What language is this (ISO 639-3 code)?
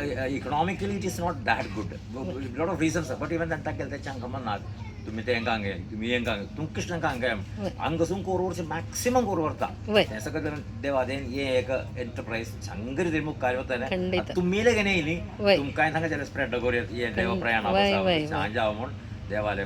kok